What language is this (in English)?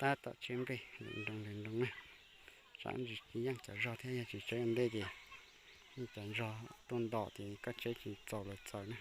Hmong